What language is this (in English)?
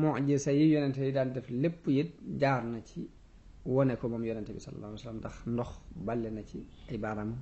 Wolof